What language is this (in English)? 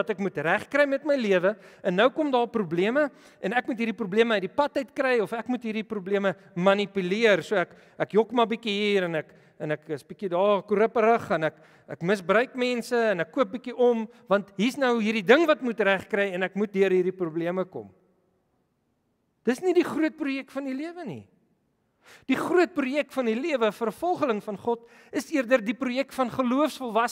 Afrikaans